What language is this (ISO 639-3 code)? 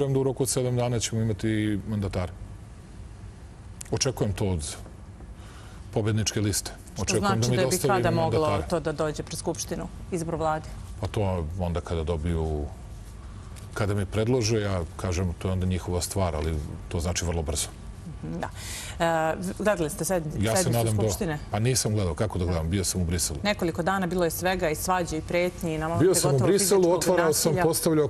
srp